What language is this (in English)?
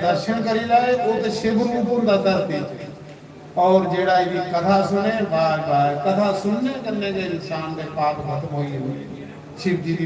Dogri